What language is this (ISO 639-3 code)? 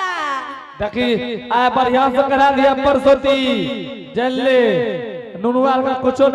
anp